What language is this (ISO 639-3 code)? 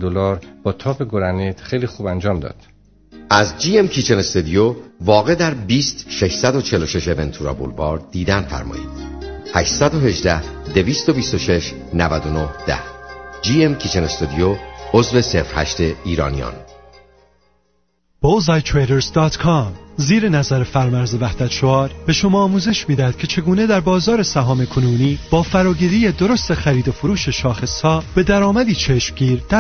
fas